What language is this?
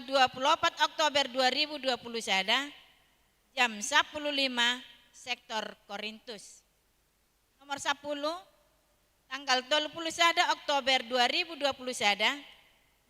Batak Toba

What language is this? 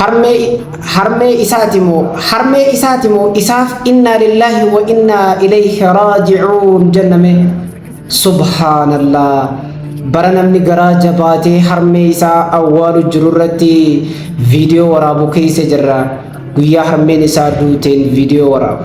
Oromo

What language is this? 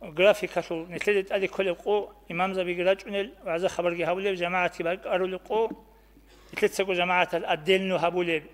Avaric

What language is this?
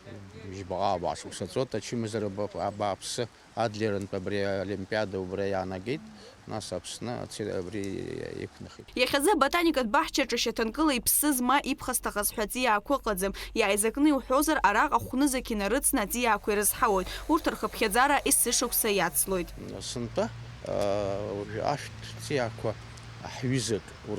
Abkhazian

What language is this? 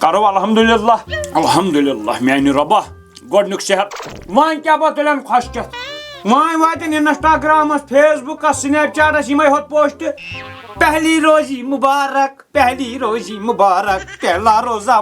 Kashmiri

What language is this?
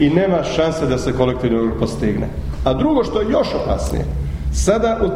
Croatian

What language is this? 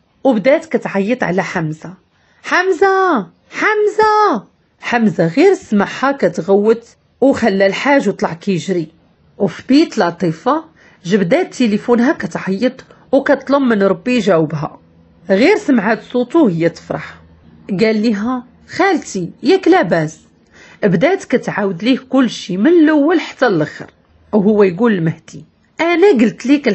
Moroccan Arabic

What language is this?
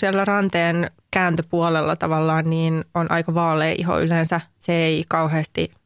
Finnish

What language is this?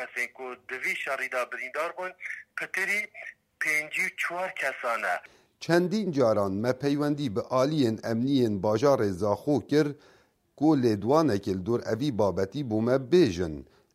Kurdish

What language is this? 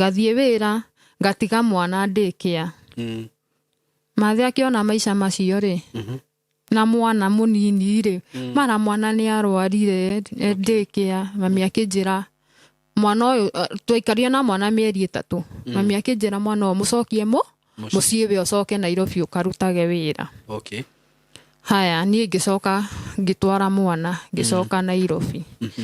Kikuyu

